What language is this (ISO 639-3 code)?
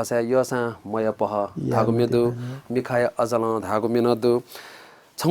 new